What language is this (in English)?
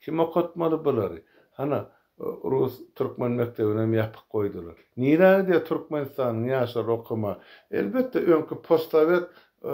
Turkmen